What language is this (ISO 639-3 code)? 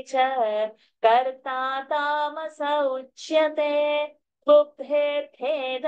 san